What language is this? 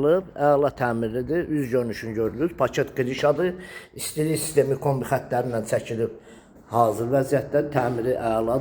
Azerbaijani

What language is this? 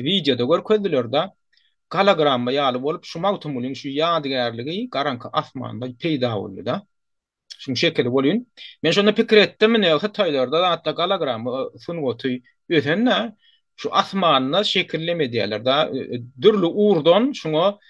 Turkmen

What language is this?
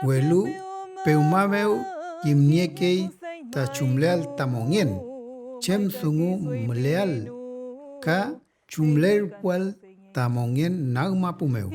Mapuche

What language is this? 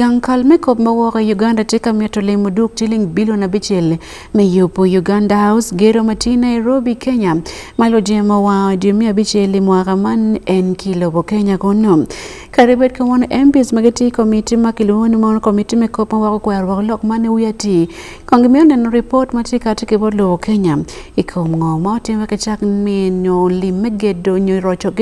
Acoli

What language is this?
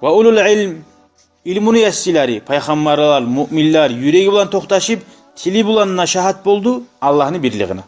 Kumyk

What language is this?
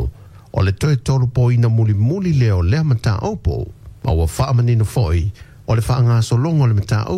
Samoan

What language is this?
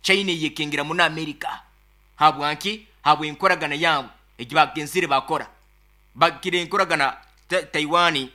Nyankole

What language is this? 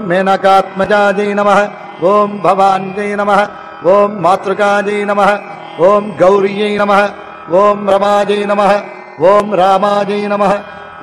Telugu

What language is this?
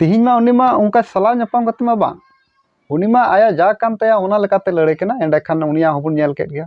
Santali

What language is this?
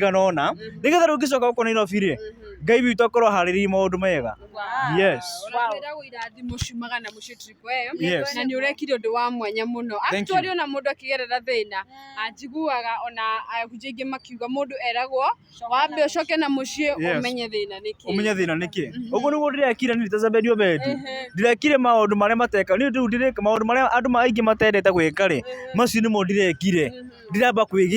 Kikuyu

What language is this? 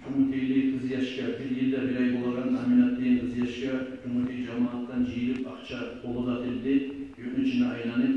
Kumyk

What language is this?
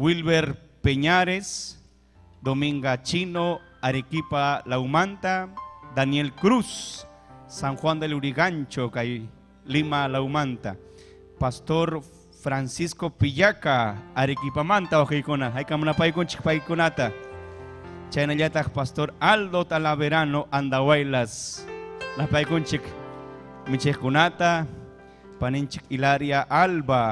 Ayacucho Quechua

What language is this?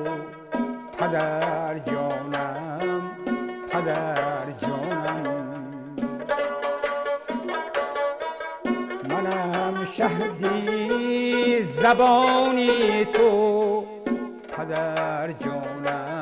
Persian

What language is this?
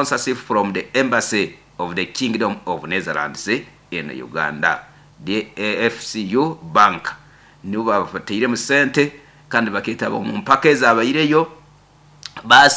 Nyoro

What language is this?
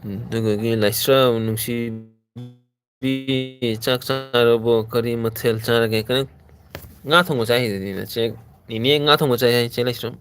Manipuri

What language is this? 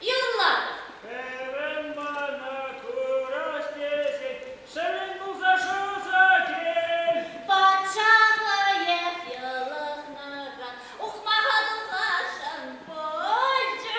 Chuvash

